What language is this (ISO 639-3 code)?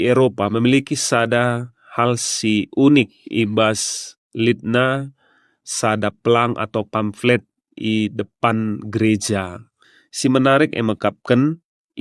btx